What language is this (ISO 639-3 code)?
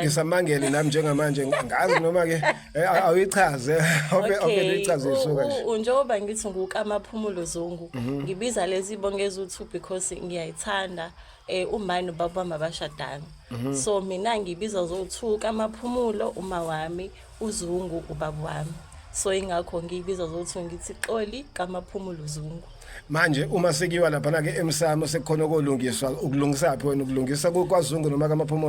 zul